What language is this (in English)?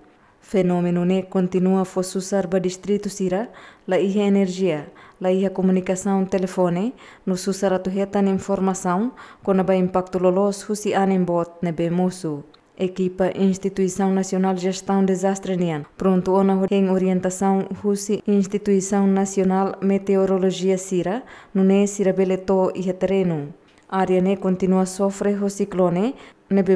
Tetum